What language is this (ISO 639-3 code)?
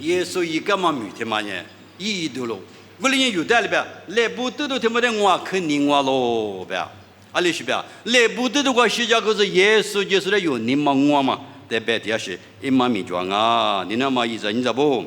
lis